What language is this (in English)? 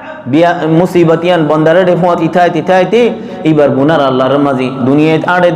Rohingya